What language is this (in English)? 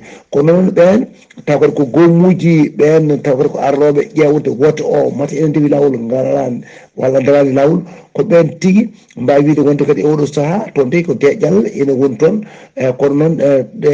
Fula